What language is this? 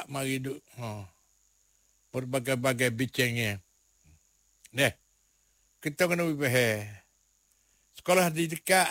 Malay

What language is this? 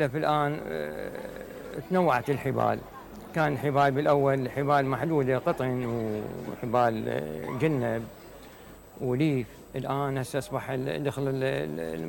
Mesopotamian Arabic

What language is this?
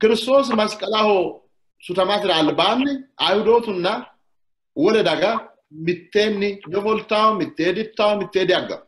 Sidamo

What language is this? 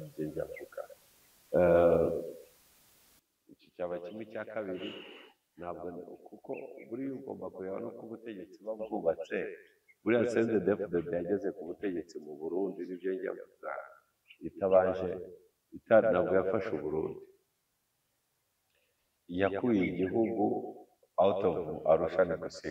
Kinyarwanda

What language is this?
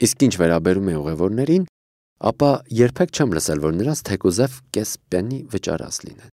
Armenian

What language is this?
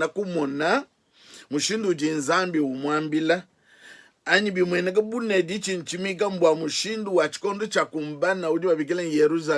Luba-Lulua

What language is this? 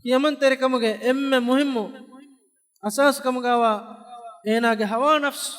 Divehi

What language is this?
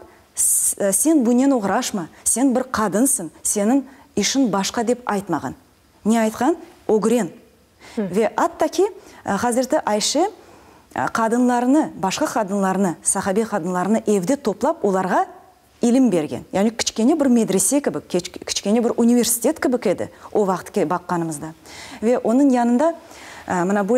Crimean Tatar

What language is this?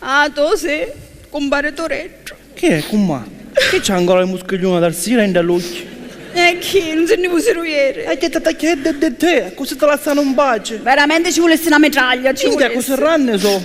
Sicilian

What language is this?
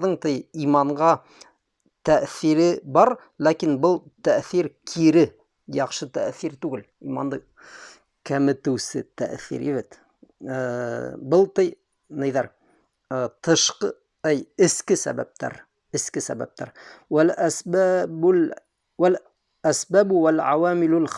Bashkir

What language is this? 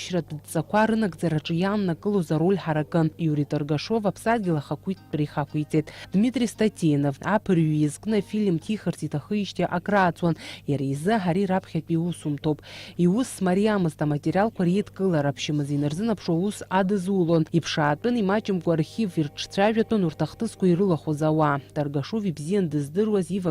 Abkhazian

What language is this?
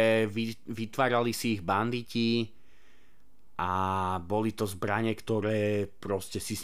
Slovak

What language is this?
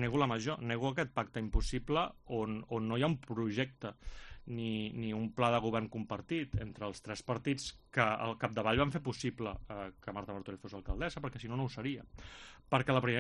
Catalan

